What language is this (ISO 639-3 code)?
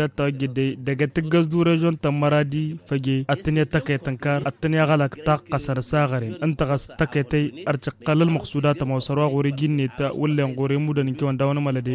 taq